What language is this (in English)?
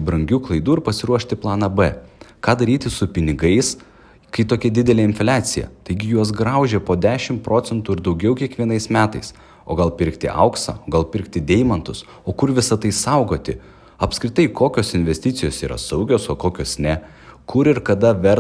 Lithuanian